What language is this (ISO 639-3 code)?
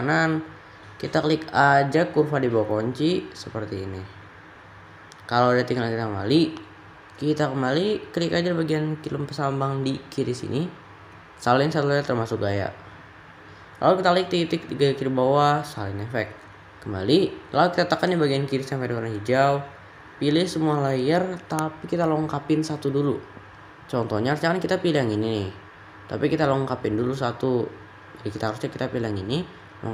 ind